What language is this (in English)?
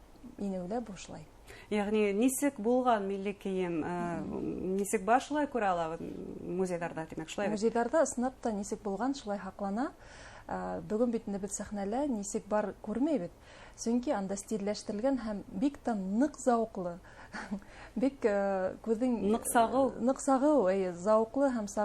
Bashkir